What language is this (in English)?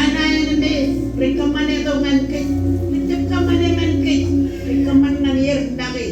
Marshallese